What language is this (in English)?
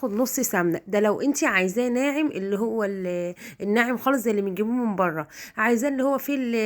Egyptian Arabic